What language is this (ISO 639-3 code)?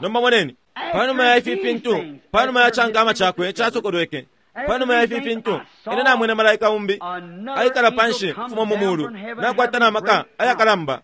bem